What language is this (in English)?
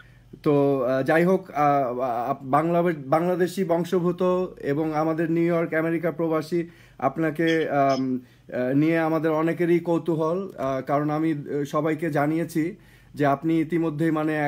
Bangla